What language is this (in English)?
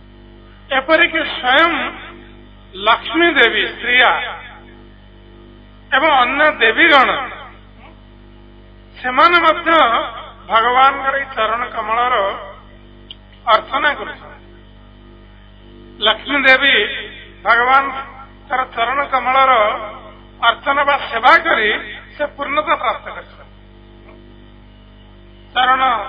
Odia